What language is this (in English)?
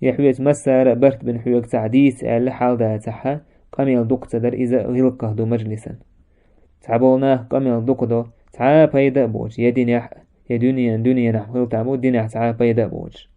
Chechen